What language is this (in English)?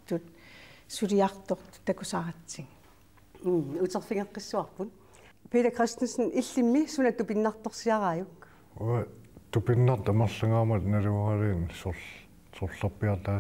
Kalaallisut